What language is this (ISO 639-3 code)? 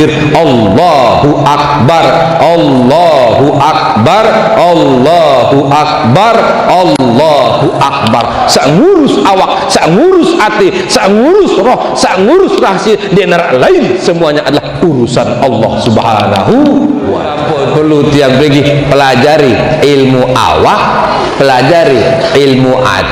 sas